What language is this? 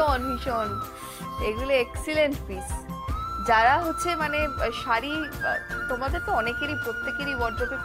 Bangla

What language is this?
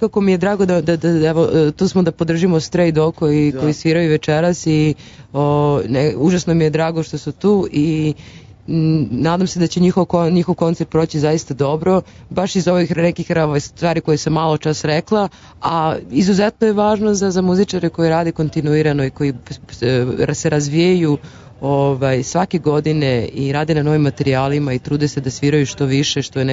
Serbian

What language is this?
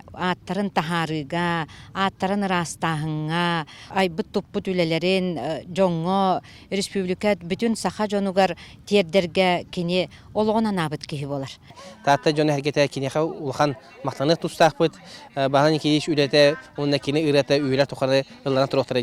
Yakut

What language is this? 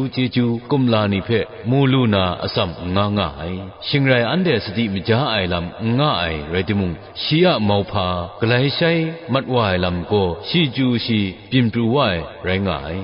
Kachin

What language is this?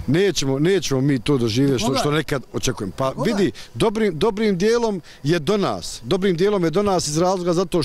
Bosnian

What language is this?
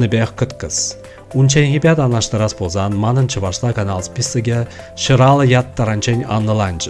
Chuvash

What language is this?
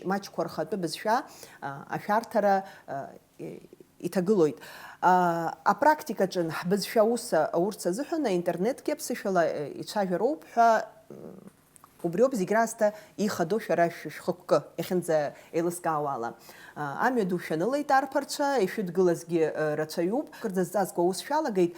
Abkhazian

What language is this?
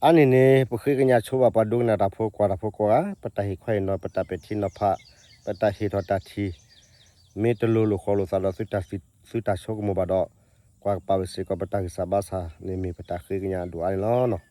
S'gaw Karen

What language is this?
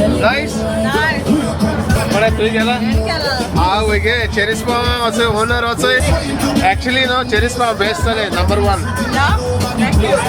Konkani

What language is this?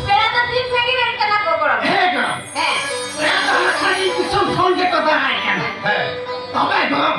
Santali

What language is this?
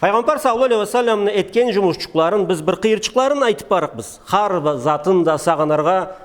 Karachay-Balkar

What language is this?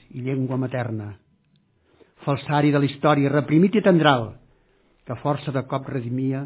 Catalan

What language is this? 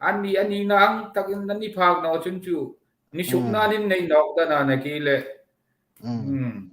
Hmar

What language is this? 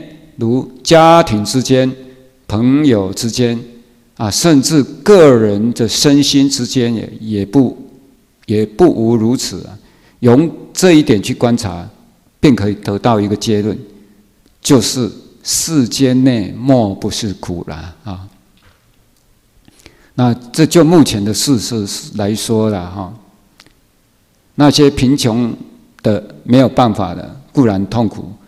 Chinese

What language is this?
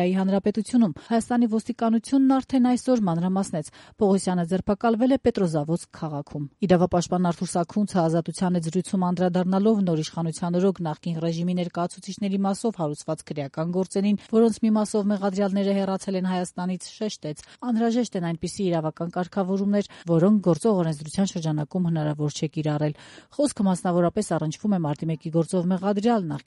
Armenian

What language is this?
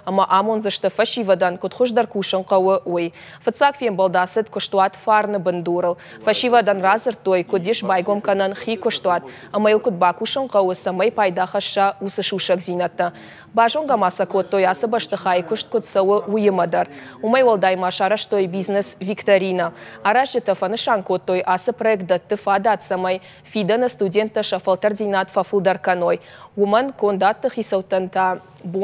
Ossetic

